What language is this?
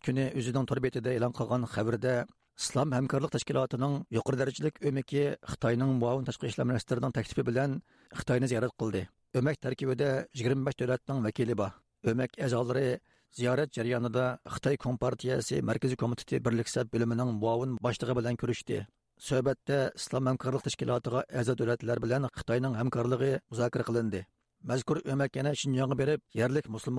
Uyghur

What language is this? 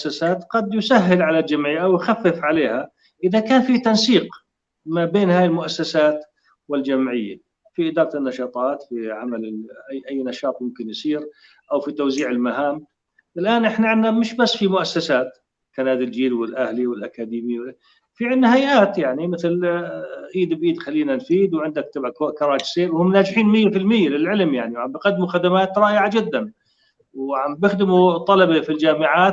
North Levantine Arabic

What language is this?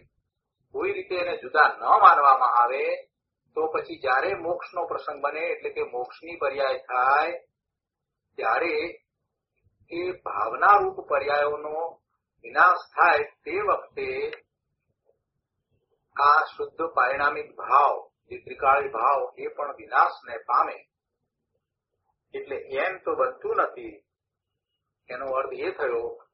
Gujarati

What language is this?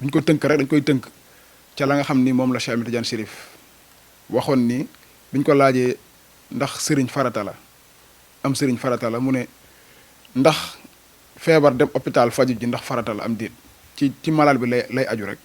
Wolof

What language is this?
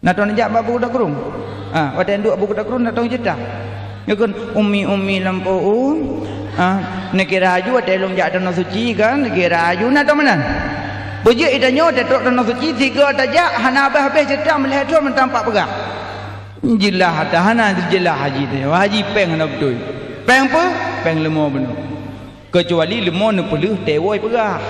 Achinese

